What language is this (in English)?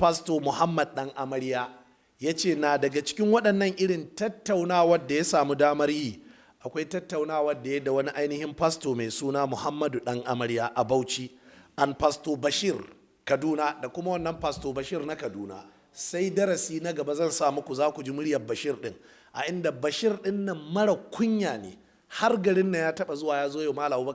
Hausa